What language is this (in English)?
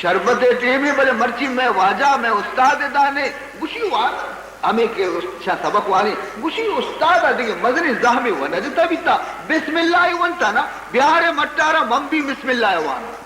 Baluchi